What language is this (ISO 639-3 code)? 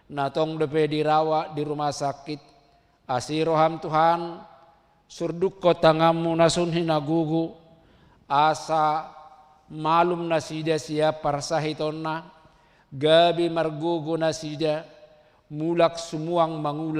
bbc